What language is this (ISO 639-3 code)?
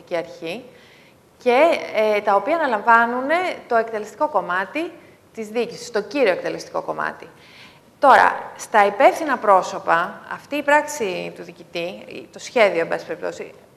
ell